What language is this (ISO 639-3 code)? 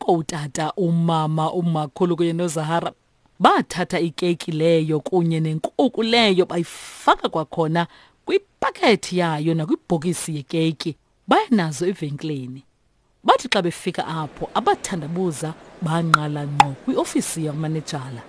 xho